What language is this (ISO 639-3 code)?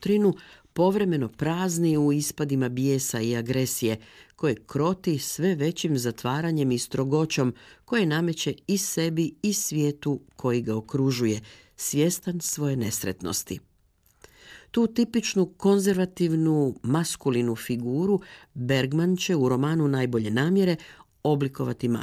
hrv